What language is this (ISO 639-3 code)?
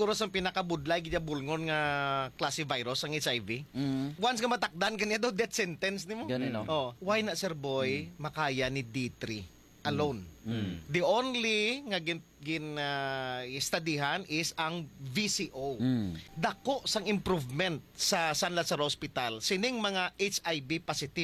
hil